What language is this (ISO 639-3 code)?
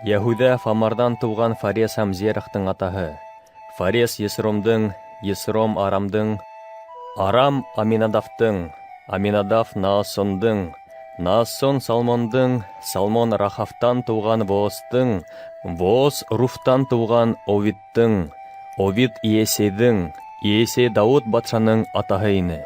bak